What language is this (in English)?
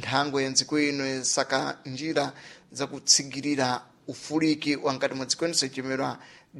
Sena